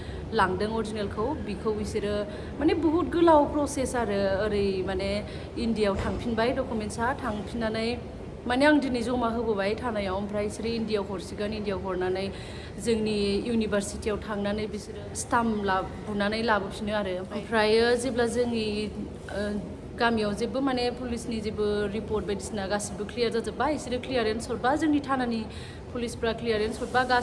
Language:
Bodo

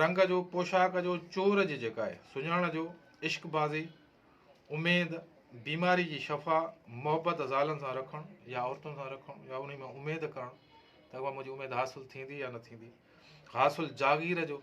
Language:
Sindhi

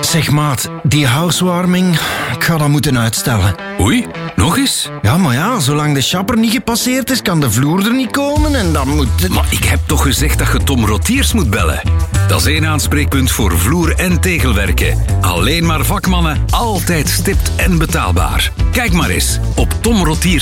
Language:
Dutch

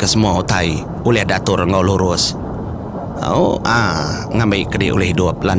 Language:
Iban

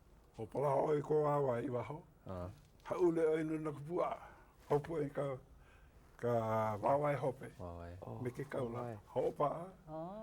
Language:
Hawaiian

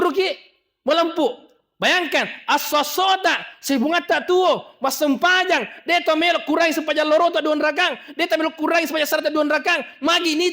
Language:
Buginese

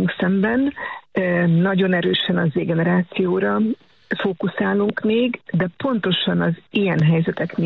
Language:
Hungarian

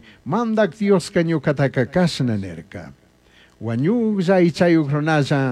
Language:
Chimborazo Highland Quichua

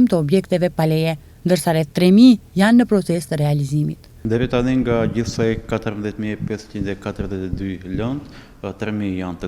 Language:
Albanian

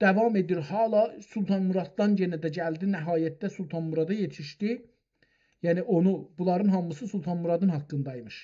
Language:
South Azerbaijani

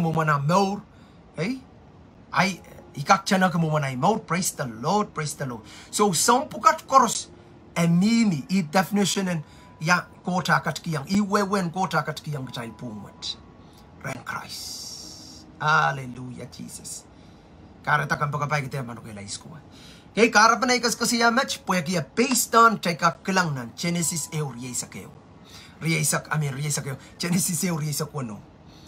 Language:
Pohnpeian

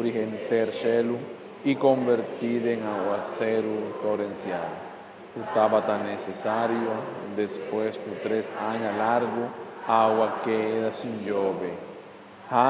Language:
Papiamento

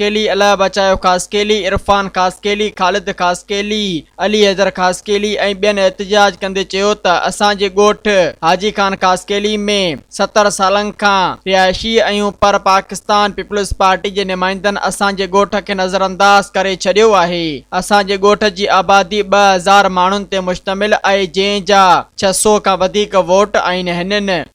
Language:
Sindhi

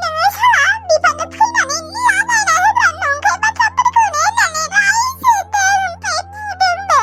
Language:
Bodo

